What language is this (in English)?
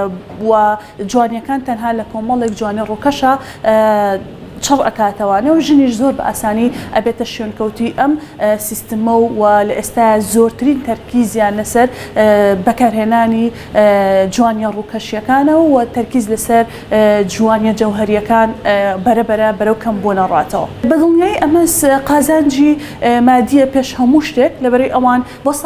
Central Kurdish